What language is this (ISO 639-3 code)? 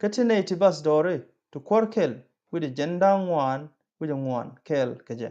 nus